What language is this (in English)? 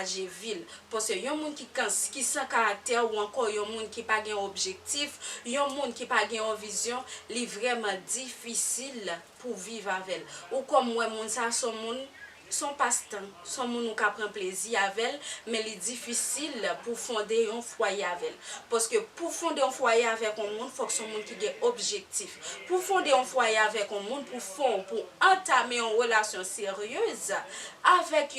Haitian Creole